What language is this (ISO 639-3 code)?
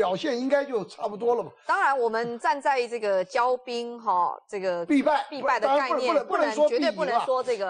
zho